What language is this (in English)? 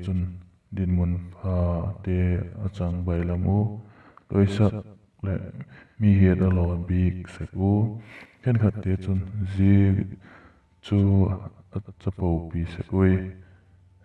Vaiphei